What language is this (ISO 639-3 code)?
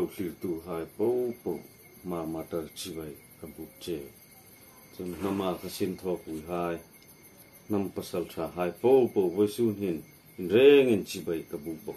hmr